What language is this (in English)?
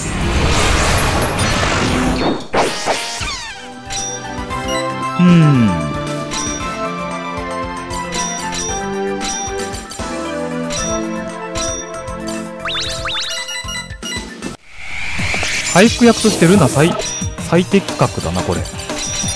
Japanese